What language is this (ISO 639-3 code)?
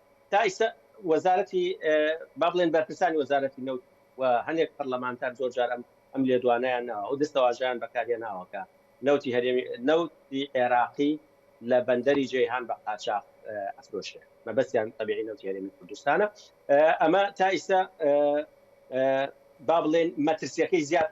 ckb